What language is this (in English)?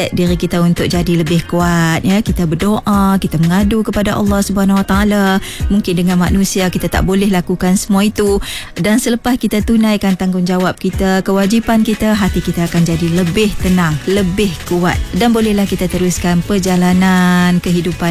Malay